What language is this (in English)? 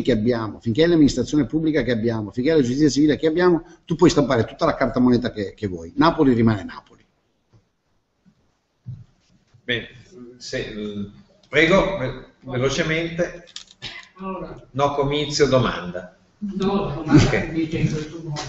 Italian